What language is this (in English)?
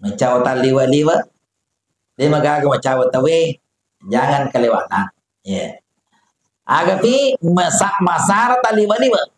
Buginese